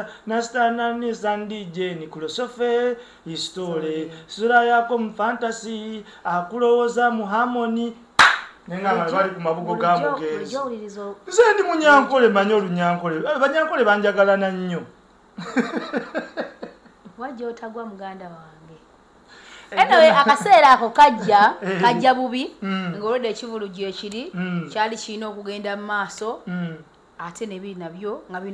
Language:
Ganda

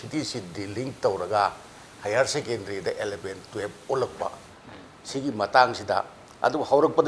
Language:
Manipuri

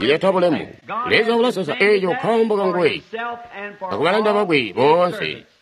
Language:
Tonga (Zambia)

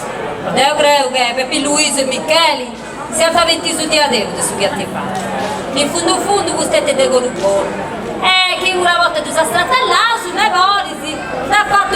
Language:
Sardinian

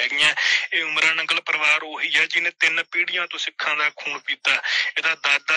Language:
Punjabi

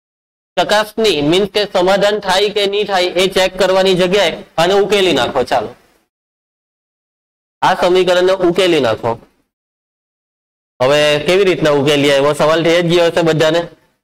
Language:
Gujarati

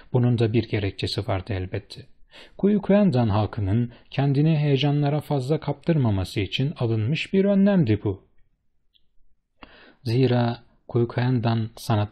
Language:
Turkish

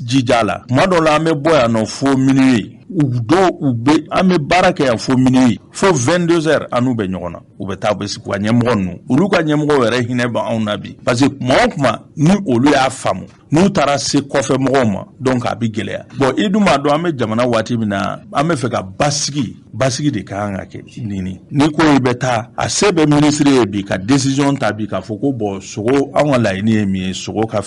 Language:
Bambara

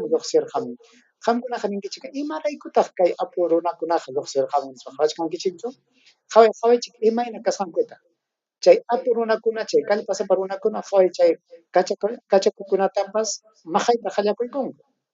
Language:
Ayacucho Quechua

